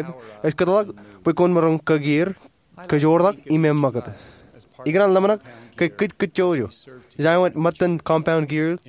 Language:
Marshallese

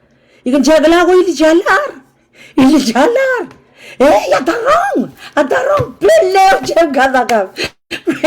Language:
Pohnpeian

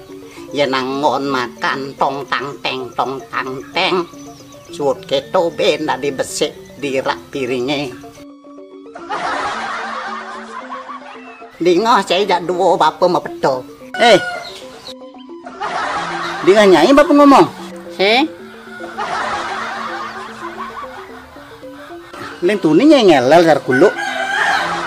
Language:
Balinese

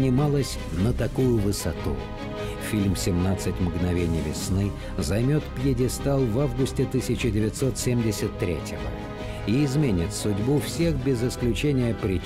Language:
Russian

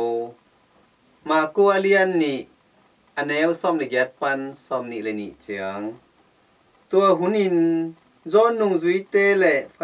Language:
Tedim Chin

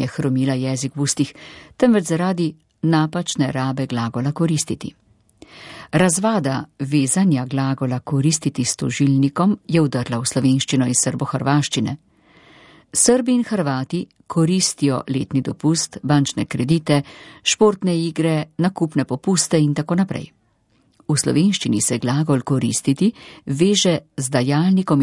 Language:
Slovenian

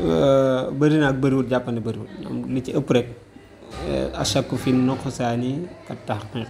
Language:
Wolof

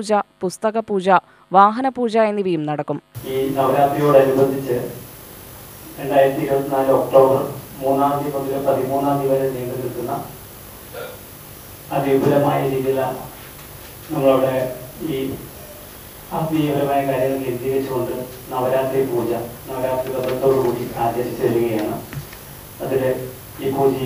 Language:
Malayalam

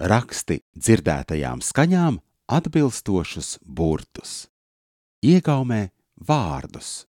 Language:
Latvian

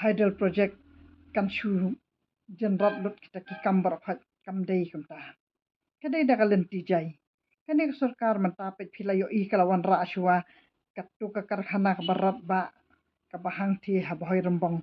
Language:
Khasi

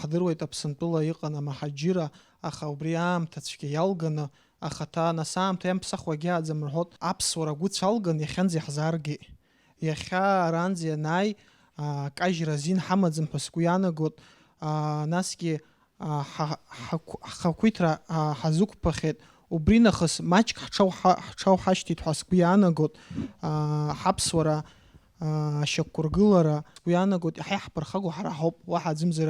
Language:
Abkhazian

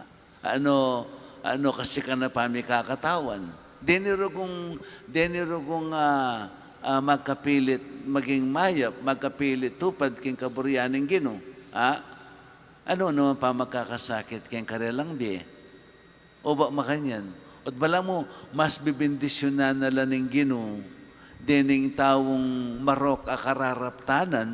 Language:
Pampanga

